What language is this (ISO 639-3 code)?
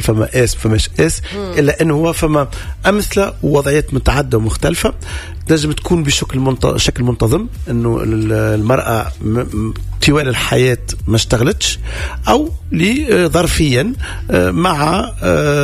aeb